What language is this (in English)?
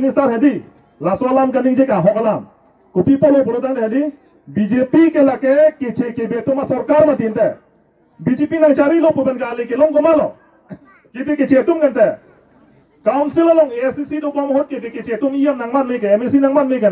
Karbi